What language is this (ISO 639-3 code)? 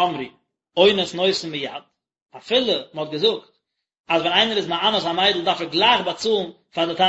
yid